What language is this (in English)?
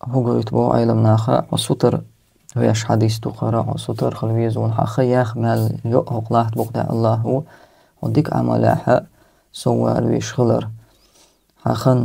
Chechen